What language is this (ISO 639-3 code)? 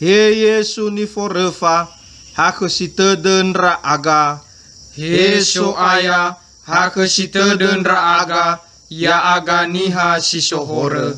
nia